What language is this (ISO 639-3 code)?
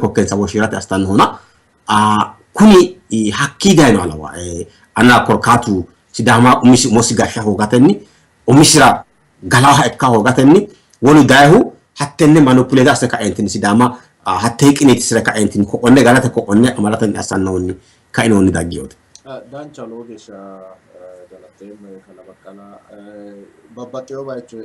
sid